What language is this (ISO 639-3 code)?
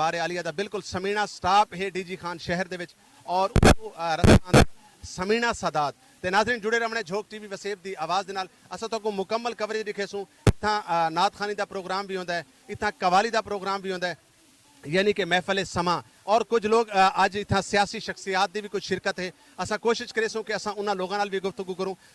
skr